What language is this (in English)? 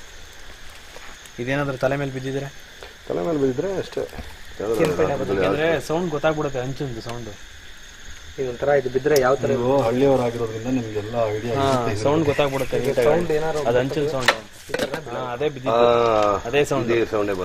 Kannada